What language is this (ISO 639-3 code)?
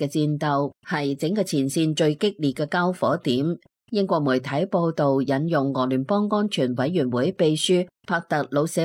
yue